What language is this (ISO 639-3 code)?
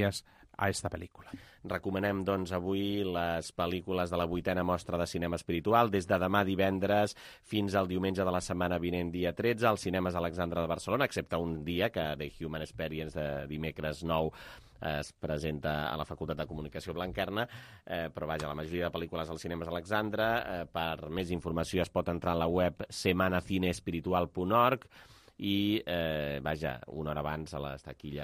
cat